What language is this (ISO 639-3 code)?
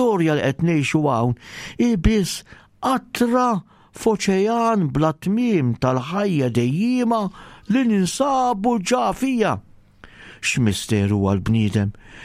mlt